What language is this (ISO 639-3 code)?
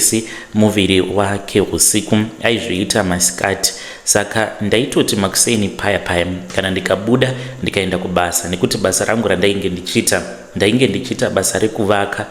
sna